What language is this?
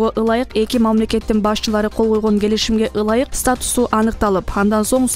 Kyrgyz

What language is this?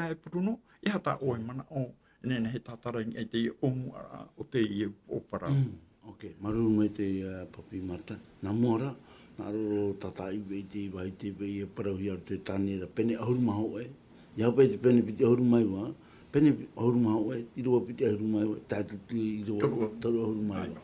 Tahitian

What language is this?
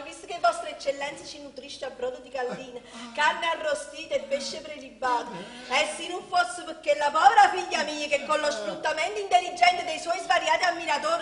Neapolitan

